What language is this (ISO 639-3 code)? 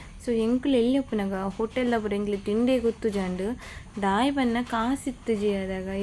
tcy